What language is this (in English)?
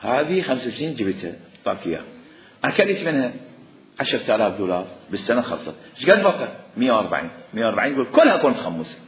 Mesopotamian Arabic